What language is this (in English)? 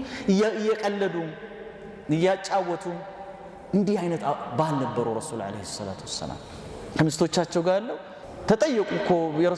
Amharic